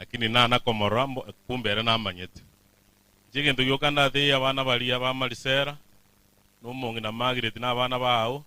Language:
Gusii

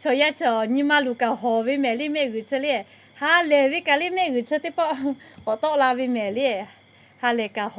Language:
Lahu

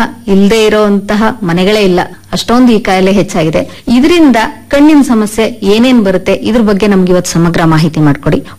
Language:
Kannada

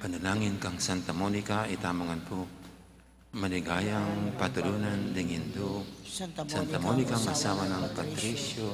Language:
Pampanga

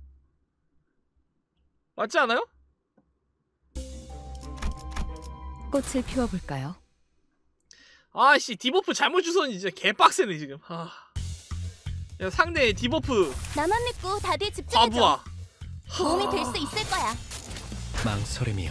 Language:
Korean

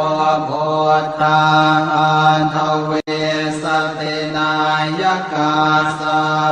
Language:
Pali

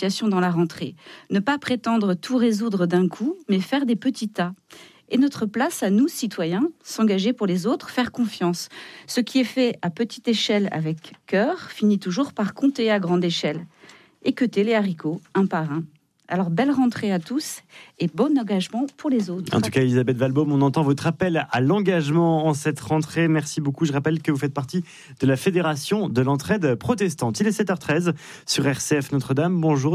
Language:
French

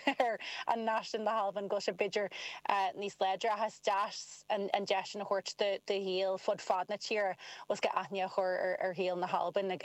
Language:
Irish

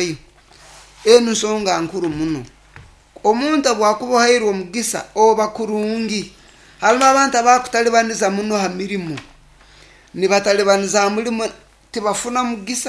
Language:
Nyoro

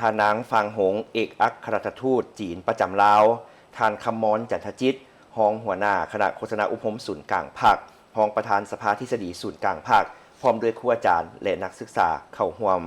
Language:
Lao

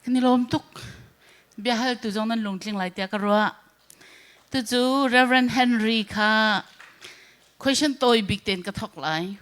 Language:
Hakha Chin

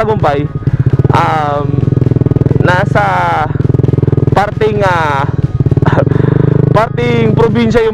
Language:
Filipino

